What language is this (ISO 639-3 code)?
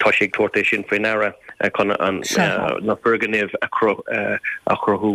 gle